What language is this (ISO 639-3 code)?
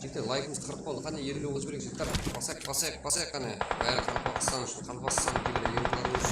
kaa